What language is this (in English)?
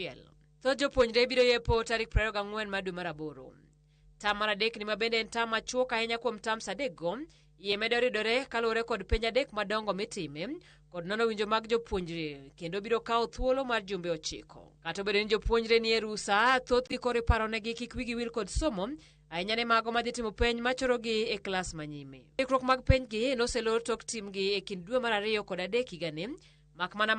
Luo (Kenya and Tanzania)